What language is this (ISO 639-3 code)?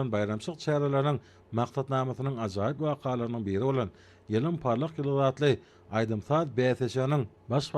tuk